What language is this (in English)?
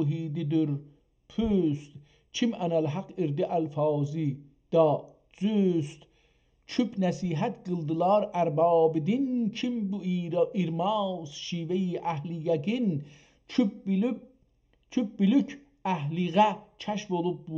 South Azerbaijani